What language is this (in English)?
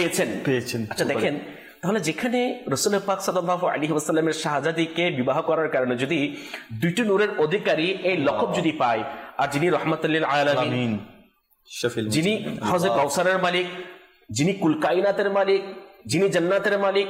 Bangla